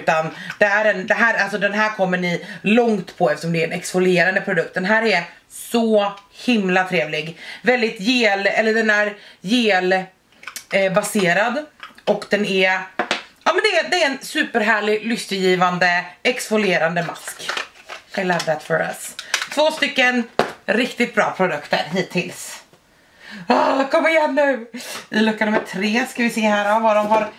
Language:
Swedish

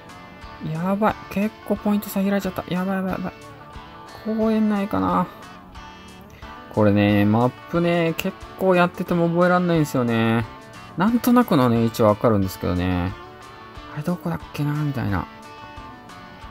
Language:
Japanese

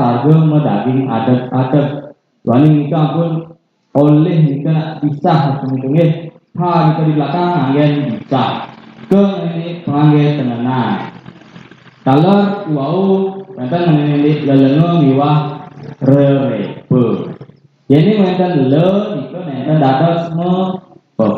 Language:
Balinese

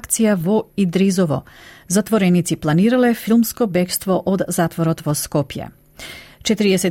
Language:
Macedonian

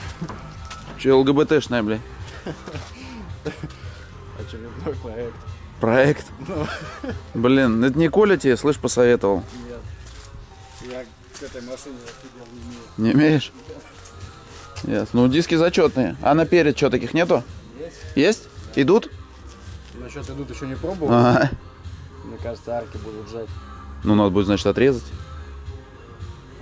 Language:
Russian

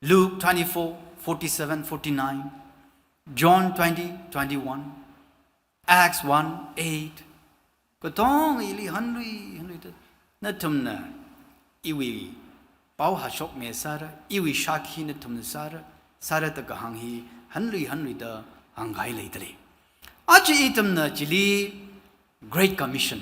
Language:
Tangkhul Naga (India)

